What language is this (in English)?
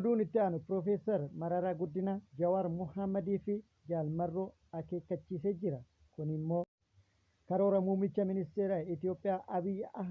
Oromo